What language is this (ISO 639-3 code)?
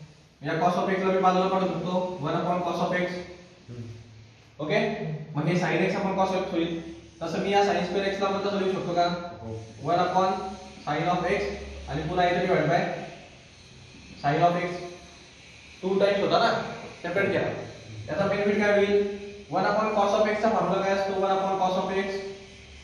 mar